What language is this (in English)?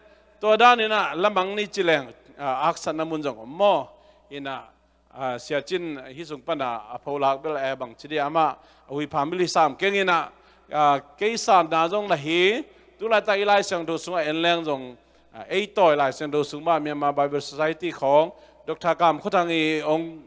Tedim Chin